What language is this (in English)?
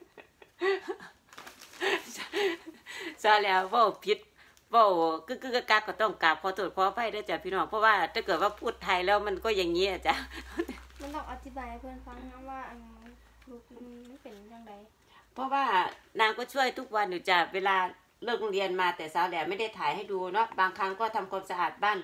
Thai